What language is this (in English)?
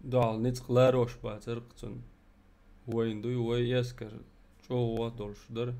Chechen